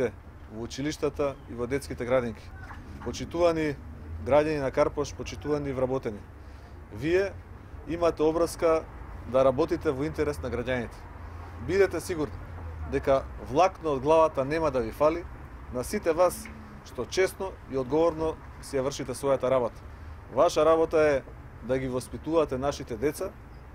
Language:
Macedonian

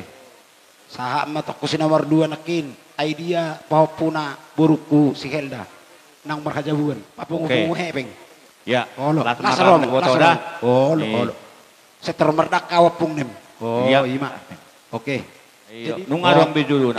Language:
Batak Toba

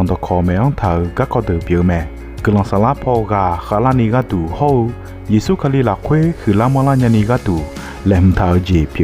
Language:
Akha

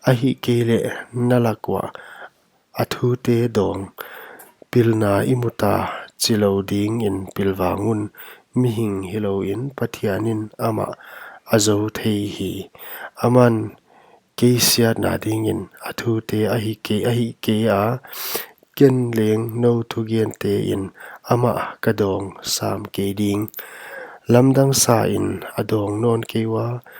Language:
Paite Chin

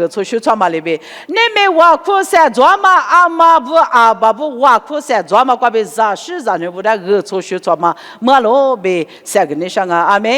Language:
Lisu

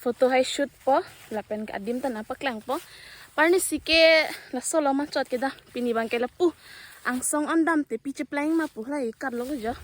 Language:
Karbi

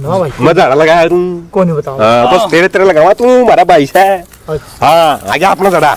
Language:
Haryanvi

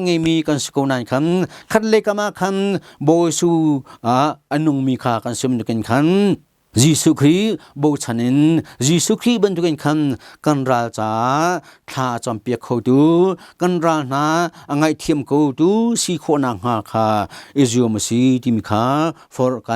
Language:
Hakha Chin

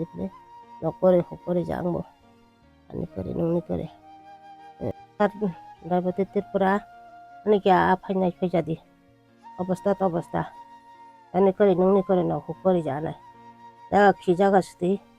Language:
Kok Borok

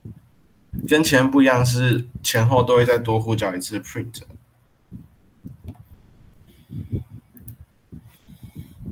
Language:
Chinese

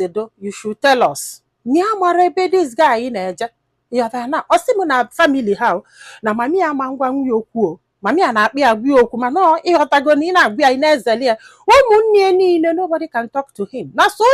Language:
Igbo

